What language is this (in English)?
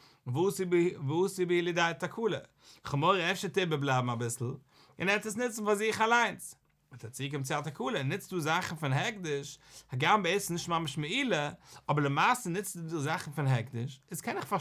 Yiddish